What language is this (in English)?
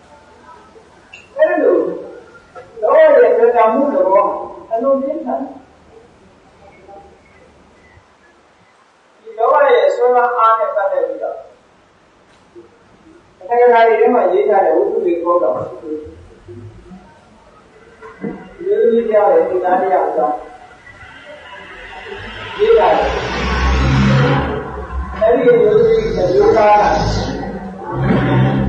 Burmese